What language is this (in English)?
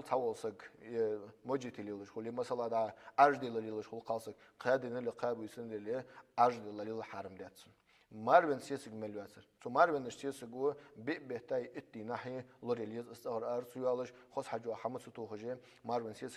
Ingush